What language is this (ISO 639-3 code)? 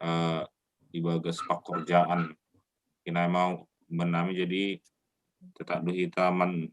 bts